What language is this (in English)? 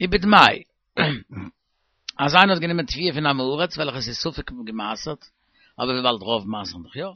Yiddish